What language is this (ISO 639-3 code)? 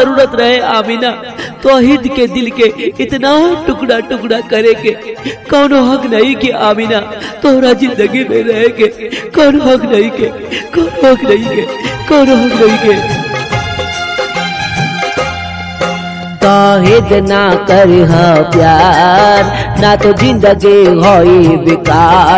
bho